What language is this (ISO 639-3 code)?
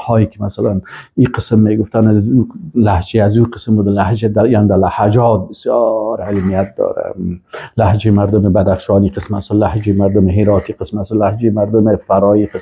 fas